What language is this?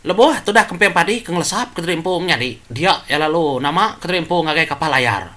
Iban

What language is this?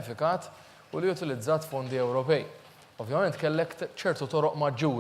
Maltese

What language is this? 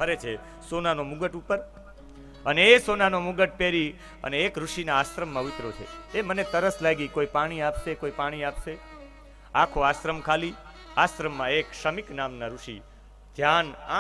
Gujarati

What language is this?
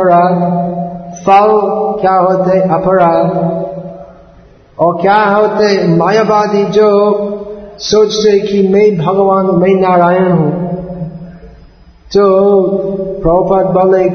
Hindi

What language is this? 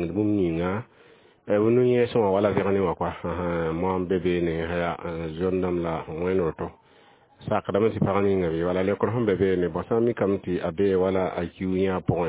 Mossi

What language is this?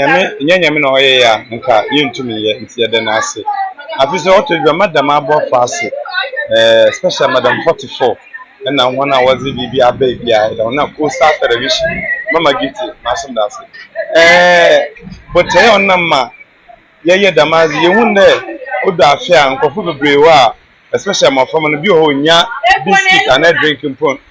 Akan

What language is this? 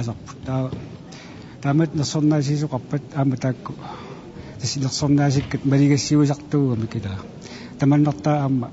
Kalaallisut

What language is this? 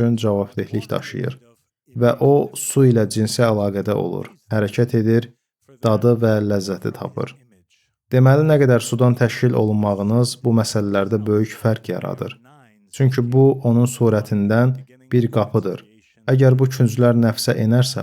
Azerbaijani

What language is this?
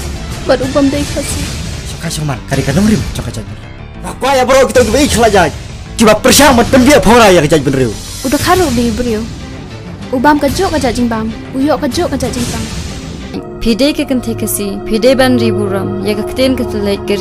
Khasi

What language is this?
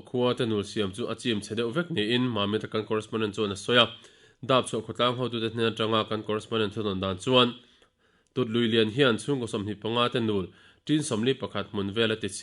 Mizo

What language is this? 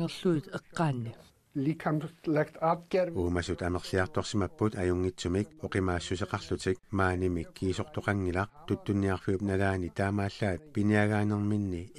Kalaallisut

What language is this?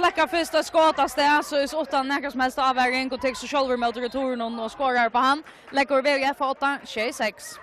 Faroese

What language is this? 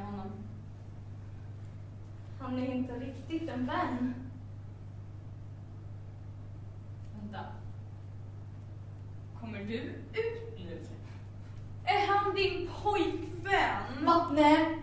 Swedish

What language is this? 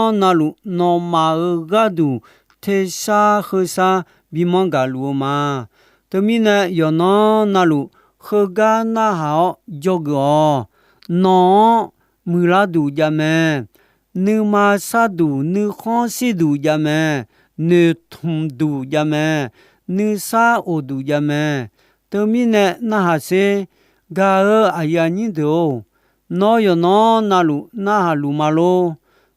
Akha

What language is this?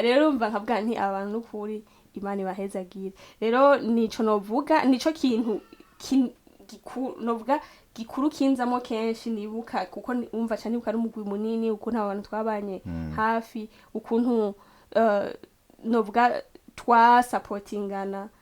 Rundi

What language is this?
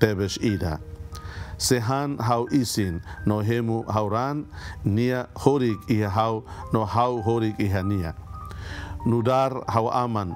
Tetum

